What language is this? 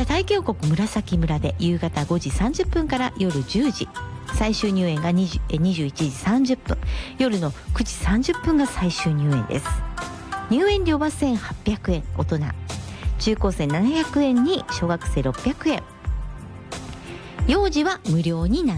Japanese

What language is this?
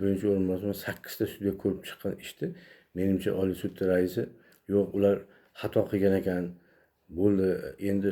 Uzbek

